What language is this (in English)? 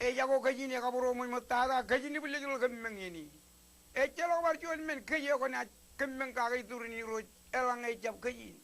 Marshallese